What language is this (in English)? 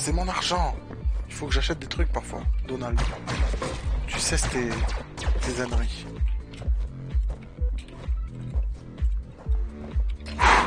French